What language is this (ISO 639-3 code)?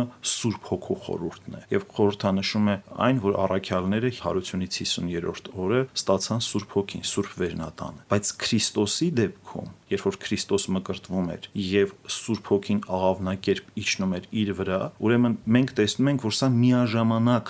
hye